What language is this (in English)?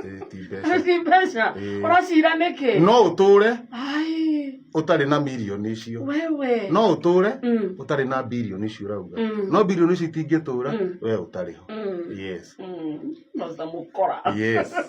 Kikuyu